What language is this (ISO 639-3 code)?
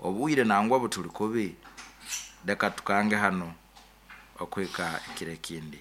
nyn